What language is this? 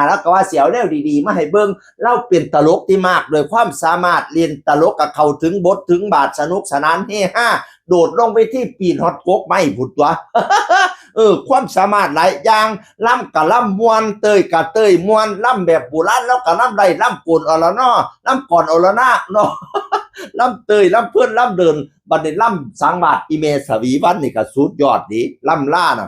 Northeastern Thai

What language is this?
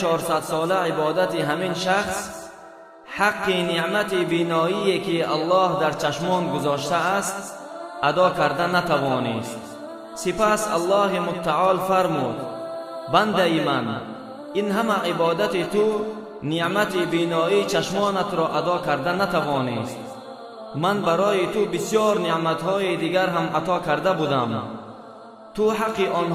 Tajik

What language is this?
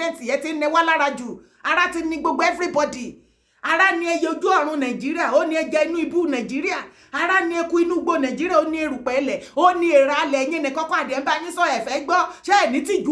Yoruba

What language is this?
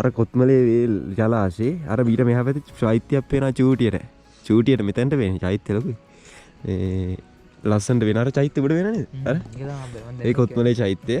Sinhala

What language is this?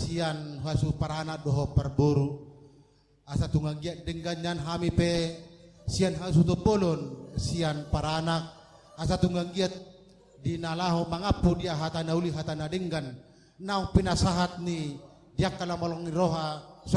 Batak Toba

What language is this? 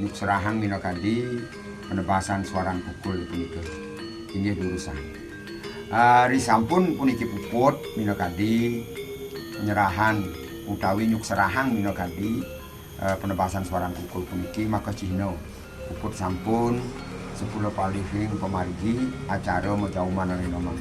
Balinese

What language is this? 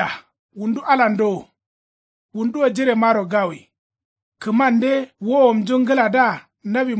Kanuri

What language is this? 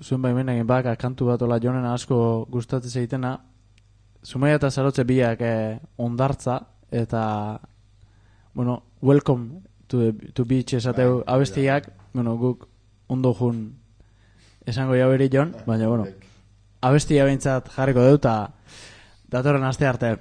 Basque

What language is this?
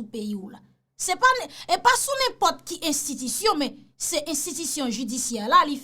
Haitian Creole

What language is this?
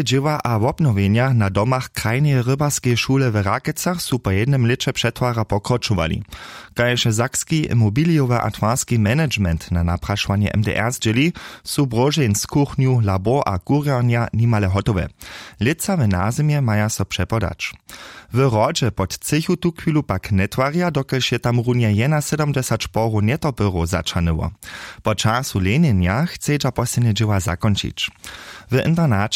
Upper Sorbian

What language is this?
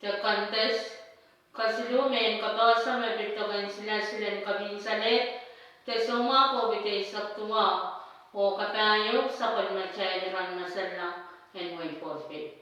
Pohnpeian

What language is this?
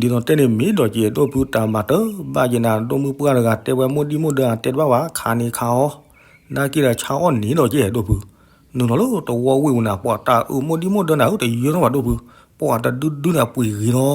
S'gaw Karen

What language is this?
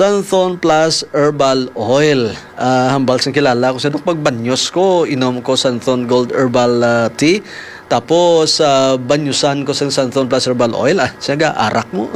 Hiligaynon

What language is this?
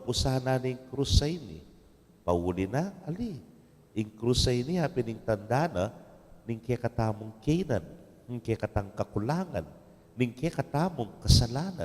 Pampanga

